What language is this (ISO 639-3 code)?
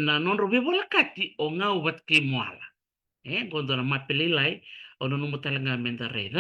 fij